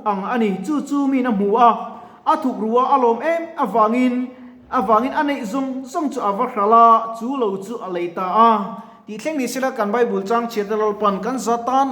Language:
Mizo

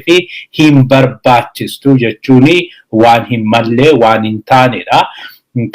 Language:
Oromo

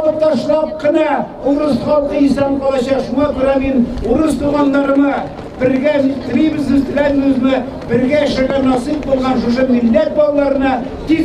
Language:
Tatar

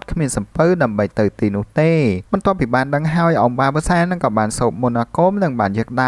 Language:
Khmer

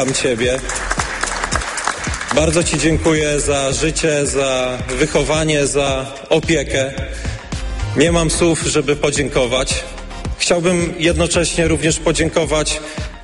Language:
Polish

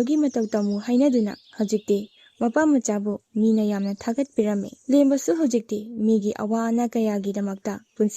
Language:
Manipuri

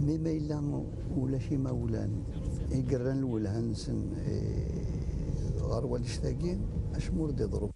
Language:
Kabyle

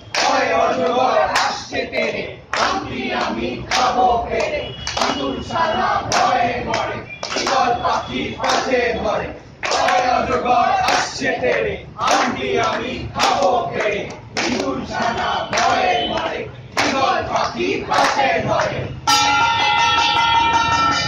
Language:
Bangla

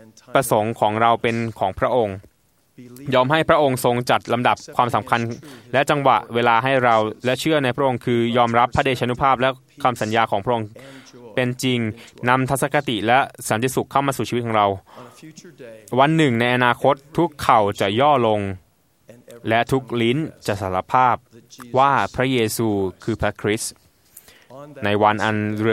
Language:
Thai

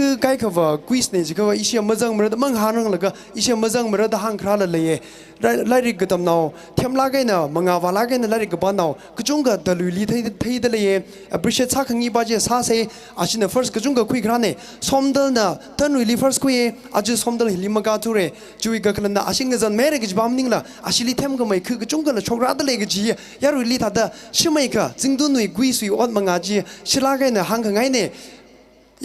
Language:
Tangkhul Naga (India)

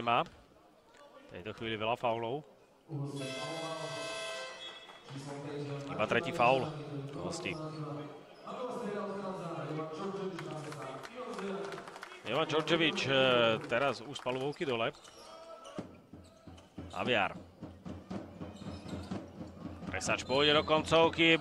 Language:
Slovak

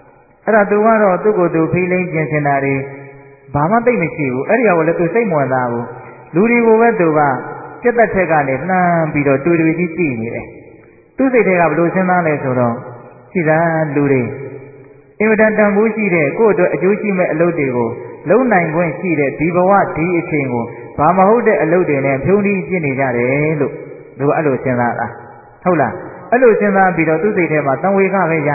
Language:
Burmese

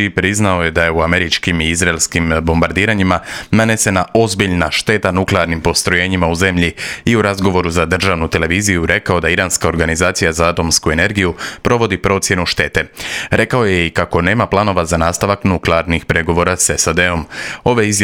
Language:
Croatian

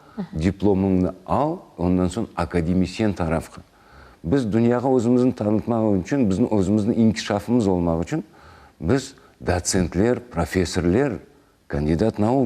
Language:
Crimean Tatar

